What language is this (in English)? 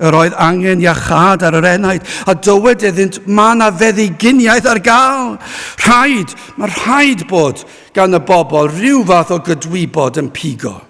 Welsh